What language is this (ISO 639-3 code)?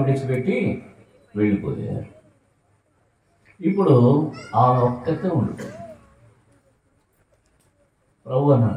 tel